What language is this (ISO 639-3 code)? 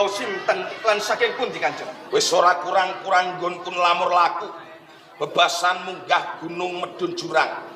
jav